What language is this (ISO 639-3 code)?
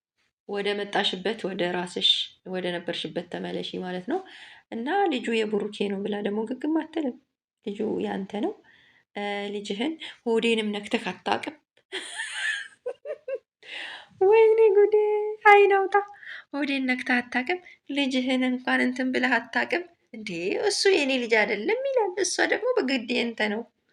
amh